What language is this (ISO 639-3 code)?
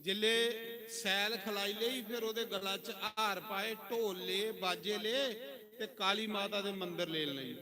doi